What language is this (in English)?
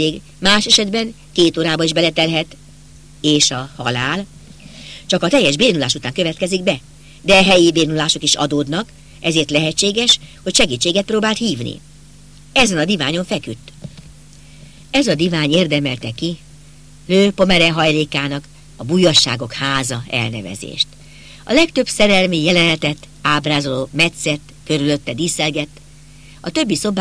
Hungarian